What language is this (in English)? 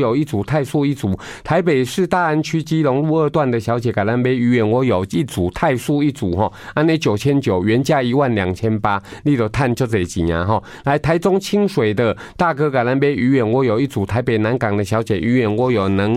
Min Nan Chinese